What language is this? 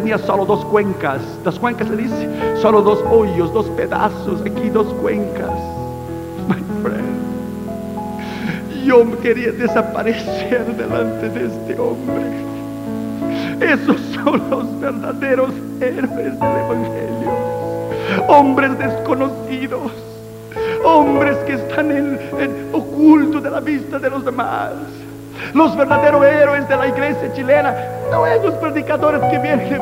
Spanish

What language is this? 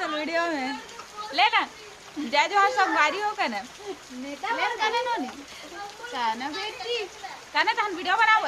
Chhattisgarhi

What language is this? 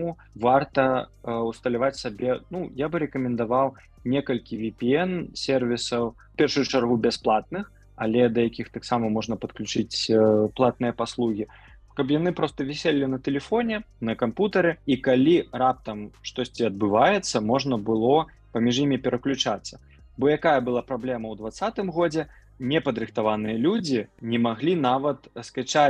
Belarusian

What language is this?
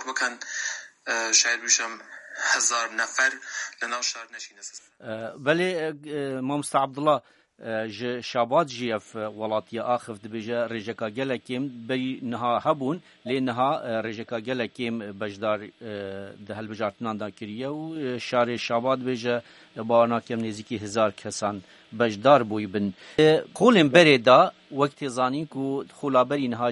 Kurdish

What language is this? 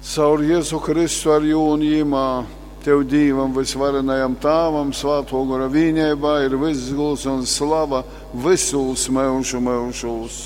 Latgalian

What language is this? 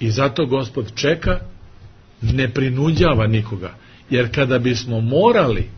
Serbian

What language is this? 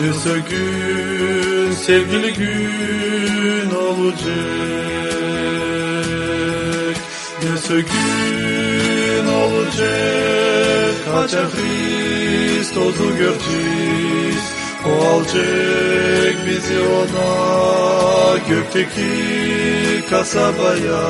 Gagauz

